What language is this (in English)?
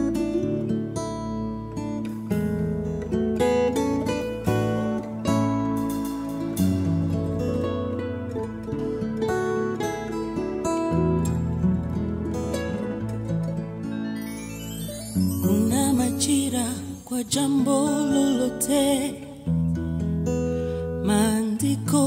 Swahili